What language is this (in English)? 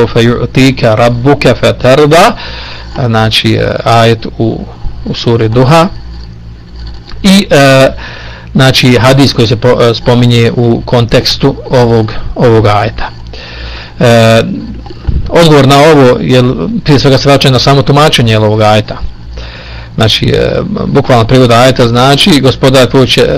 Bosnian